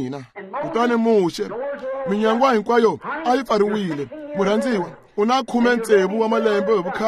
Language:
Tsonga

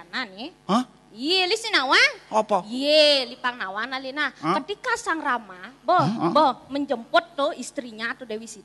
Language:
Balinese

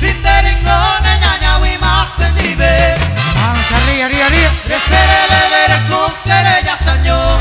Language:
Guarani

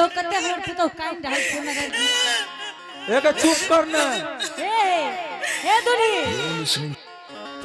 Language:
Angika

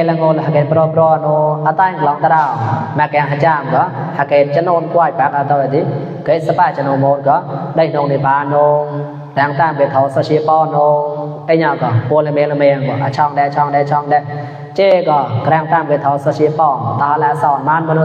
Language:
Mon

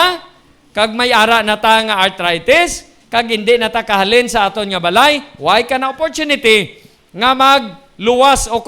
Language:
Hiligaynon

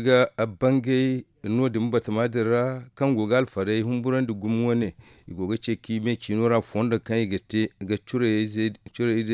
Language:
Zarma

